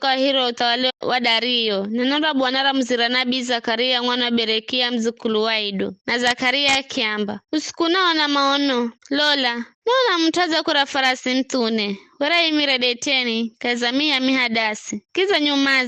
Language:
Giryama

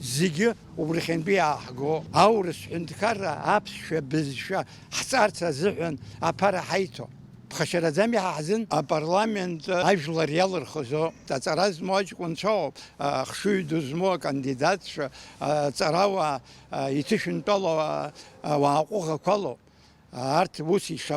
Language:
Abkhazian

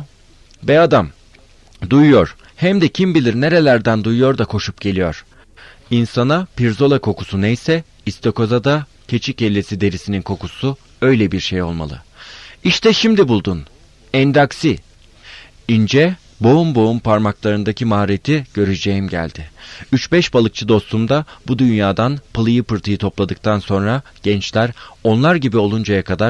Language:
Turkish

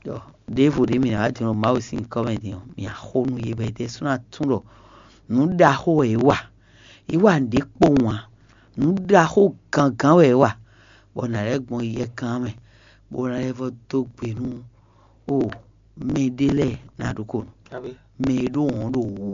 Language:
Fon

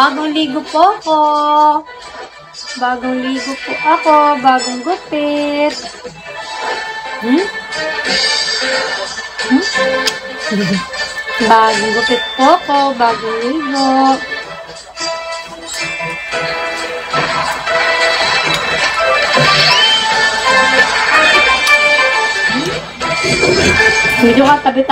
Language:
Filipino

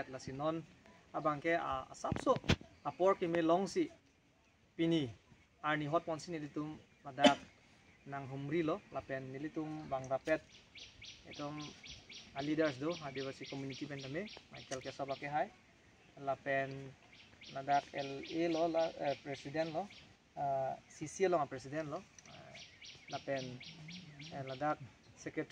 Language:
Karbi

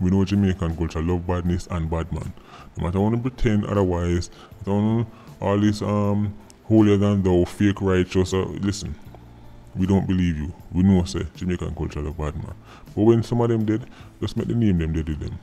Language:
Jamaican Creole English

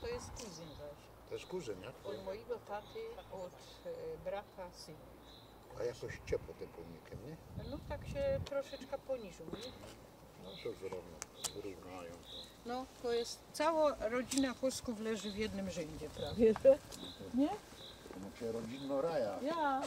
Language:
Silesian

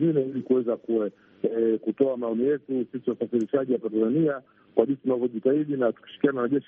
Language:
Swahili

